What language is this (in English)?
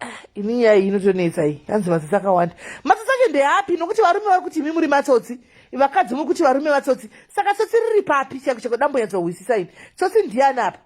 Shona